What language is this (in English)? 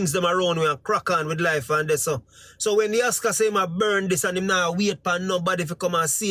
Jamaican Creole English